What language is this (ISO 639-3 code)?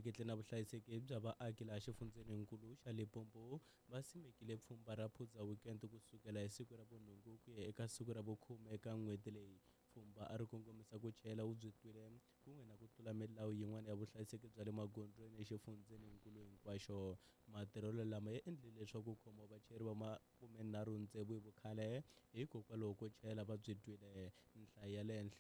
tso